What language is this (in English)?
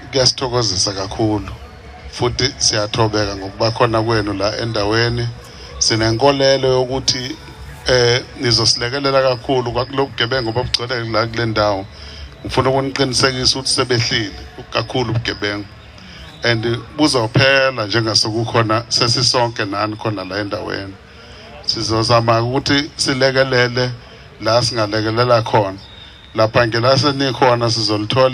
Zulu